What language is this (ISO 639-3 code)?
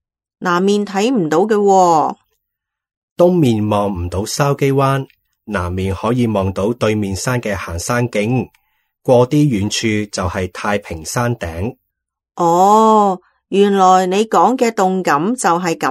yue